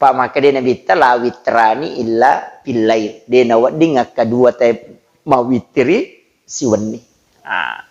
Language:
Buginese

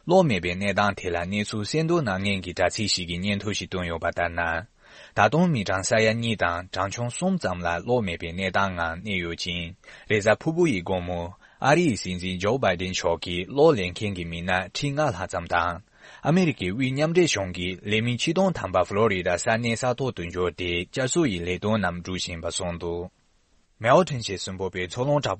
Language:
Tibetan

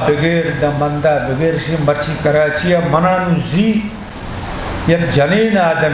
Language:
Eastern Balochi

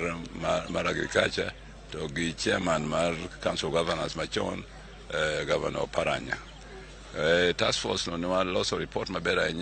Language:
Luo (Kenya and Tanzania)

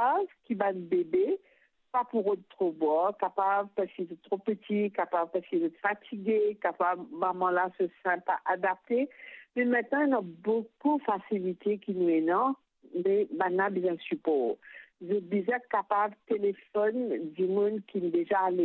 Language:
Morisyen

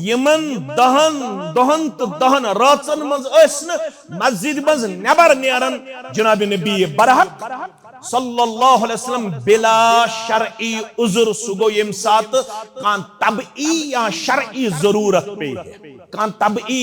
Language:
Kashmiri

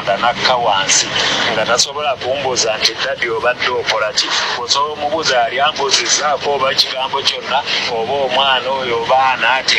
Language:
Ganda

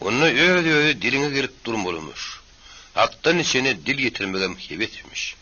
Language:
Turkmen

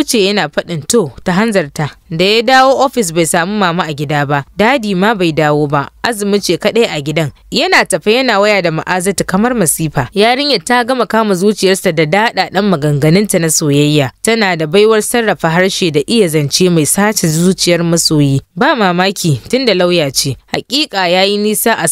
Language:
Hausa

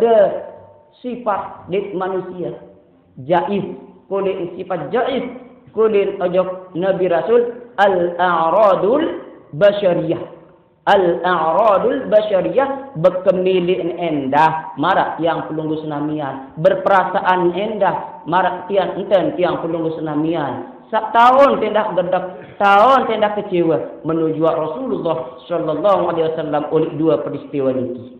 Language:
Sasak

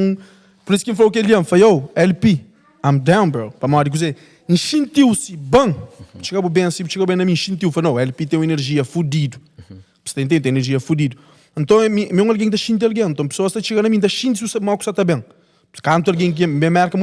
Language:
Kabuverdianu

